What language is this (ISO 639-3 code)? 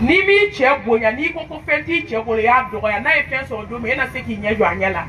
bam